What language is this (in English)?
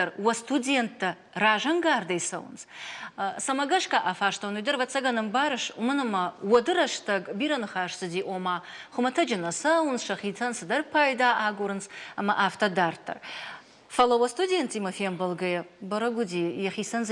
Ossetic